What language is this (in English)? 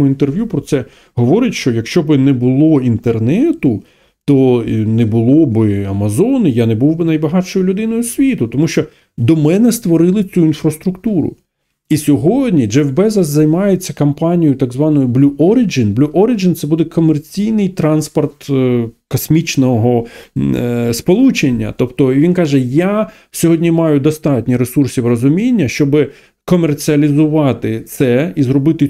Ukrainian